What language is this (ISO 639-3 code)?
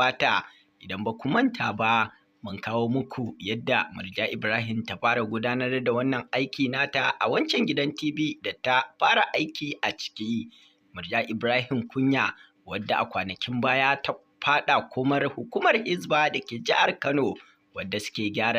hau